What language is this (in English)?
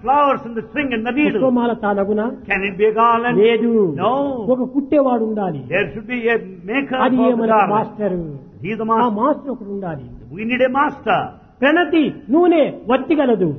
Telugu